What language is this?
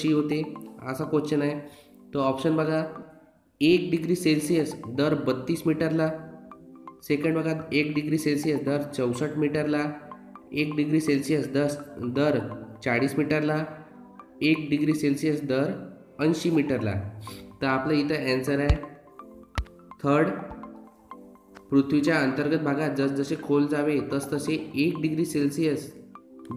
Marathi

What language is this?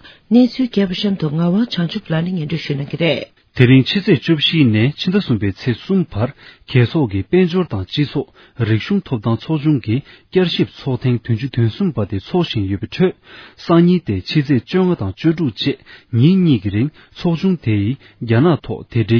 Tibetan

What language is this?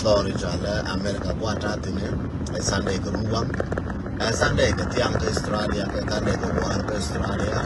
Nuer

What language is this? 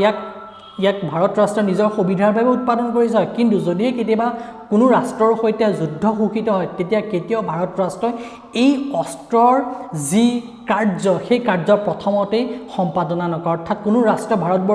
Assamese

